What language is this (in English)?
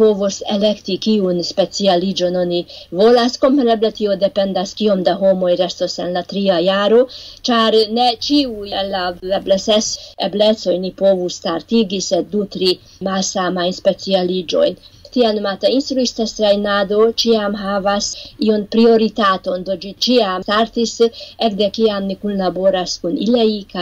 Esperanto